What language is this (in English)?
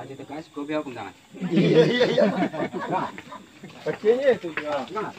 Minangkabau